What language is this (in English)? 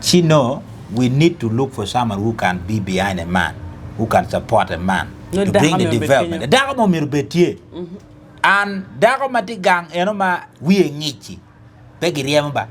Acoli